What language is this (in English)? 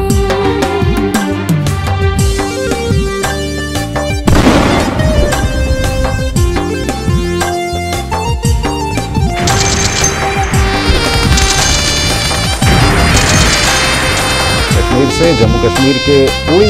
Sadri